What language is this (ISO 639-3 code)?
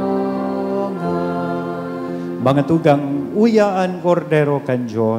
bik